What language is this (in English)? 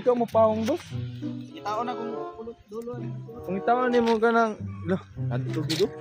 Cebuano